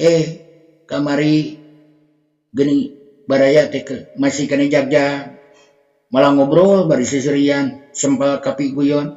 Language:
Sundanese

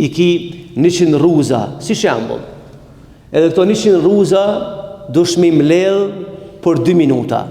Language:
Albanian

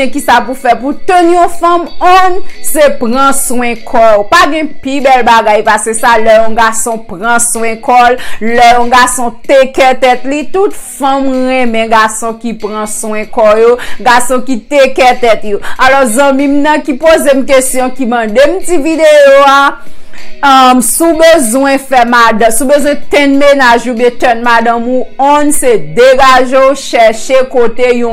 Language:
Haitian Creole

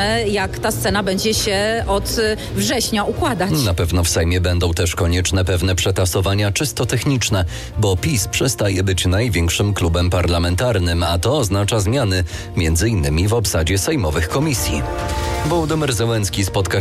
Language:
Polish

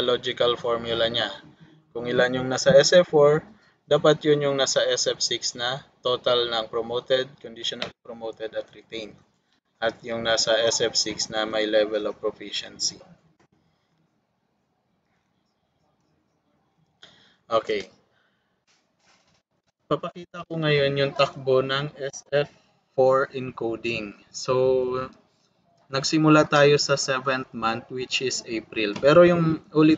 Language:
Filipino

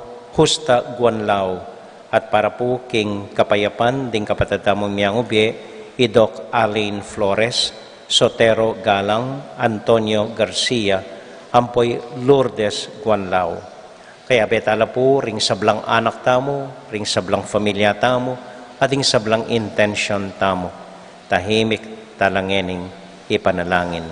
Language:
Pampanga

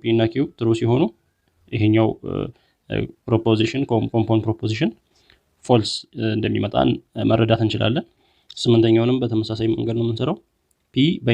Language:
Amharic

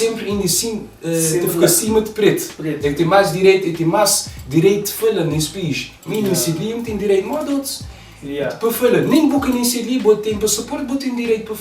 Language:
Kabuverdianu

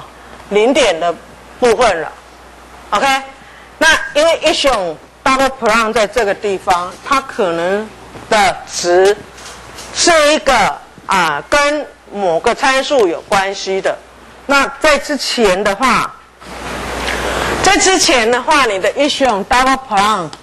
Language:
Chinese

